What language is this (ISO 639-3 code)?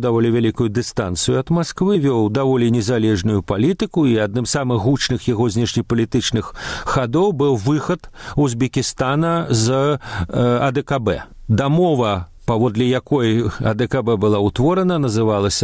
bel